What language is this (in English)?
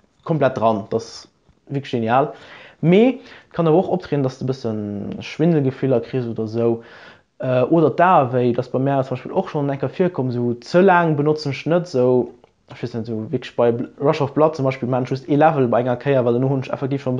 Luxembourgish